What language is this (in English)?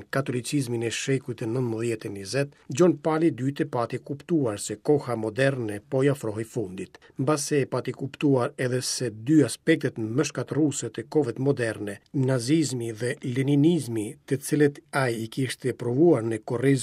Albanian